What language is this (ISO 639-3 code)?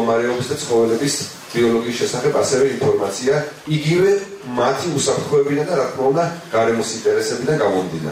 kat